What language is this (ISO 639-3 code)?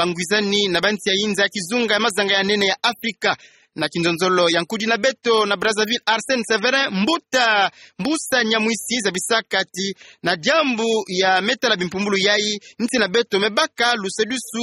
ktu